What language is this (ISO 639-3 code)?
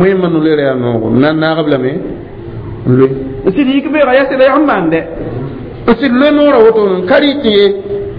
mos